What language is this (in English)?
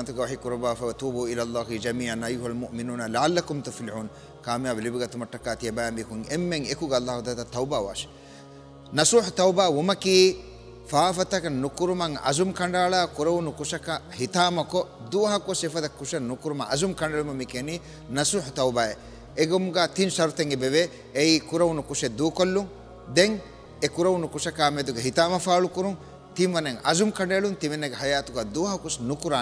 Divehi